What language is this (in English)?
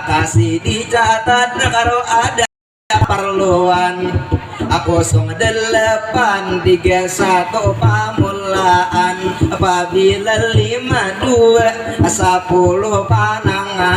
Banjar